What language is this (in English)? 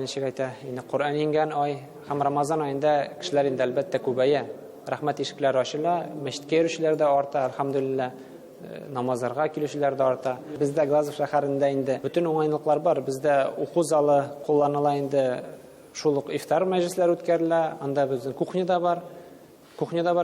Tatar